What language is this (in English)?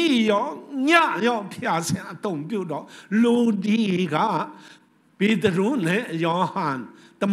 Burmese